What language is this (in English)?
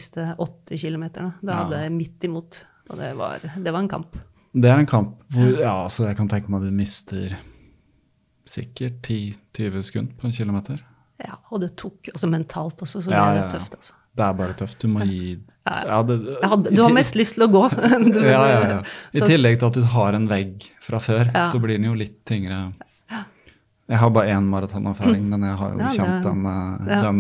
Norwegian